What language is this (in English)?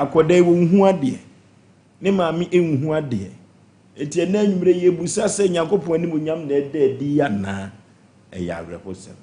Akan